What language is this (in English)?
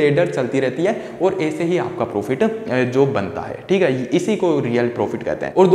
Hindi